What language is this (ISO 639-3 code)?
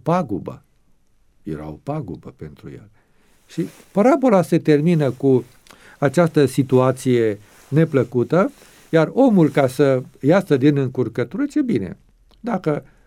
ron